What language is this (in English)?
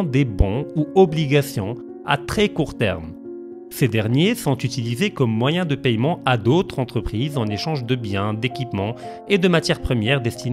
French